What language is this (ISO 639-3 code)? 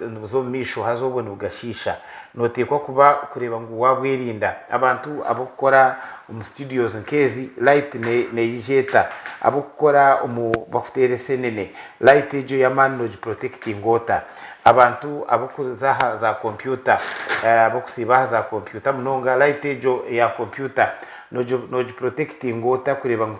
nyn